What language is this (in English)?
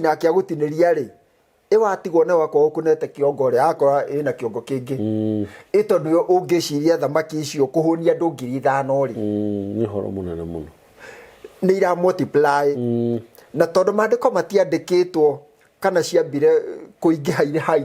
Kikuyu